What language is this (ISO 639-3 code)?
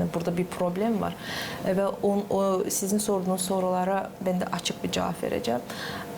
gag